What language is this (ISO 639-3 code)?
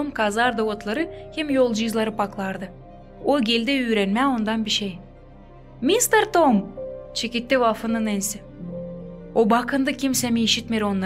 gag